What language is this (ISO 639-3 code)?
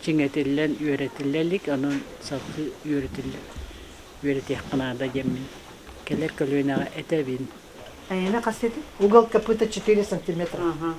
sah